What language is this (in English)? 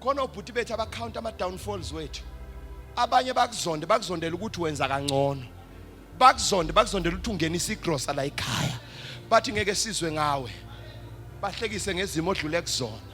Zulu